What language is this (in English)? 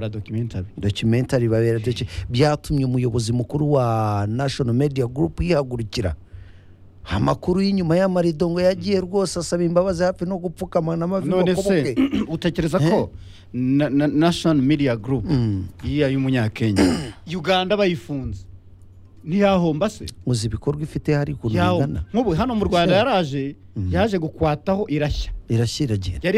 Kinyarwanda